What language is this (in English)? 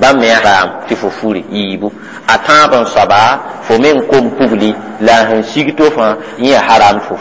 Mossi